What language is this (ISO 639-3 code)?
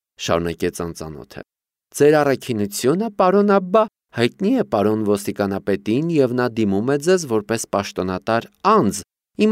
hye